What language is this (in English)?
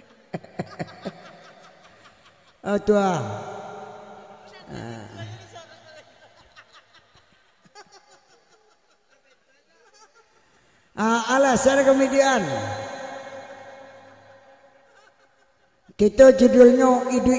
Minangkabau